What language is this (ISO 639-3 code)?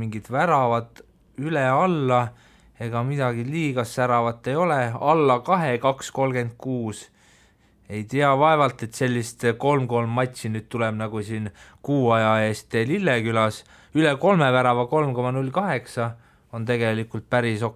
est